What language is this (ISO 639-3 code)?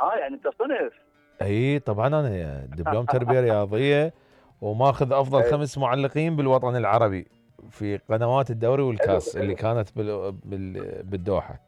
acm